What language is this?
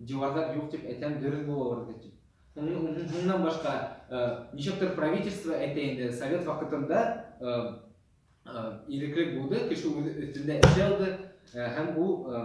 Bashkir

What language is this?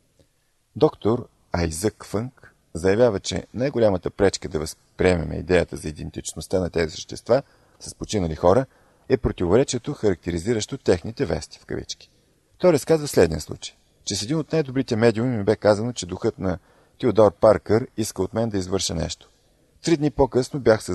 Bulgarian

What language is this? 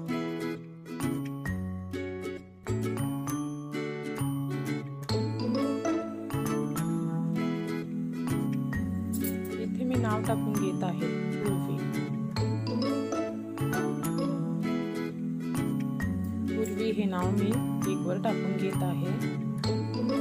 Marathi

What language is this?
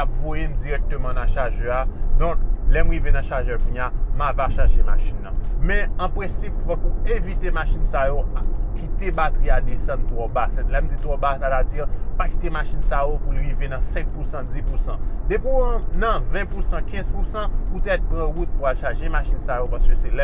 Haitian Creole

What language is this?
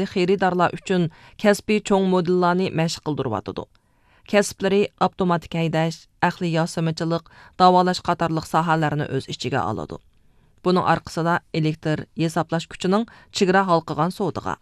Uyghur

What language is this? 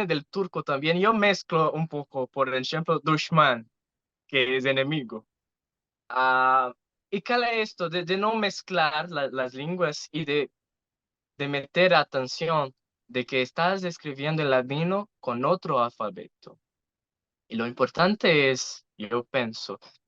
Ladino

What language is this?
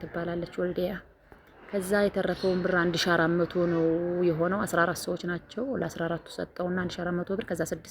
Amharic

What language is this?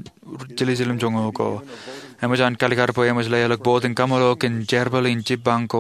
Marshallese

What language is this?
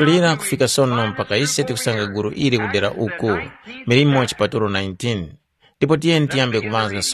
Tumbuka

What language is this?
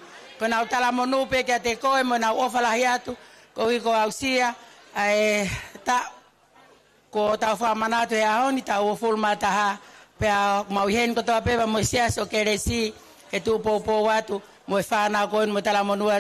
Tongan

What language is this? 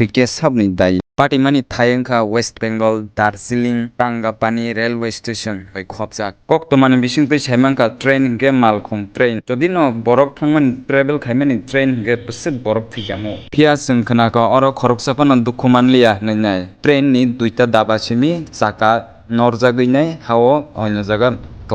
Kok Borok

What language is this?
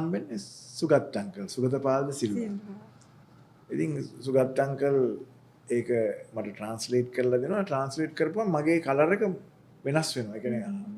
Sinhala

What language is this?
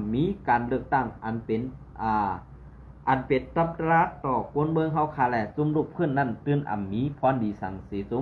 Shan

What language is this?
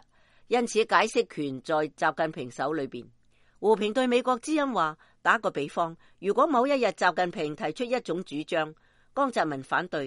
Cantonese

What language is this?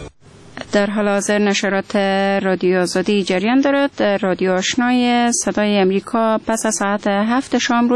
Persian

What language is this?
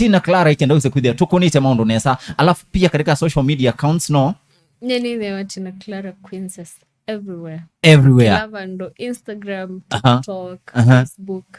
Kamba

